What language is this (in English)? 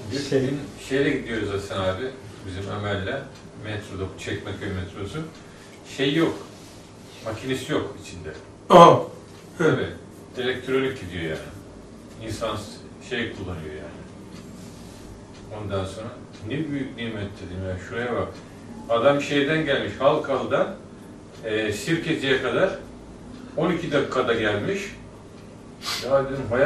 Turkish